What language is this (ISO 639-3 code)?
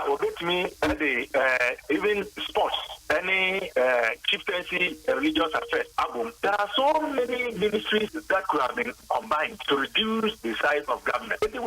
aka